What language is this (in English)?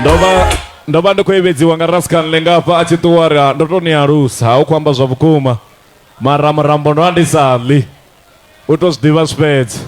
Venda